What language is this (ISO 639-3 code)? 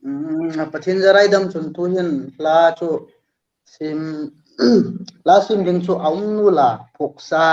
hmr